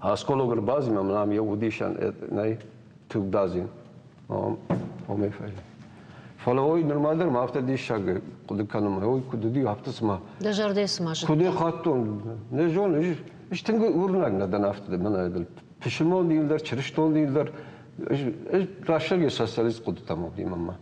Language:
Ossetic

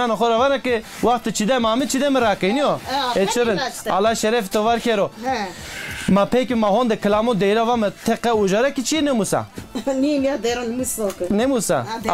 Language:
Zaza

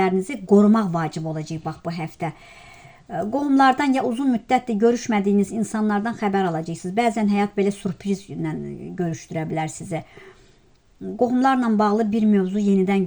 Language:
Azerbaijani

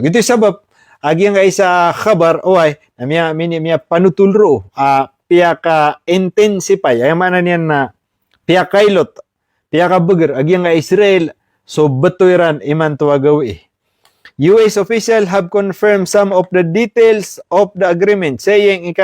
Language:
Maranao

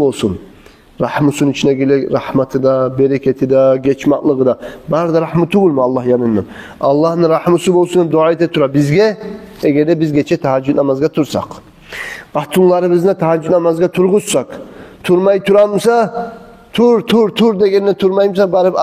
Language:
Kumyk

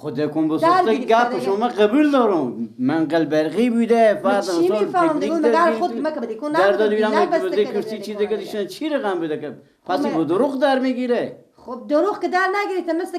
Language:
Persian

